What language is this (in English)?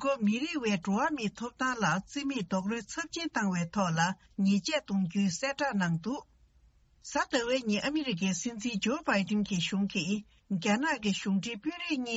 Tibetan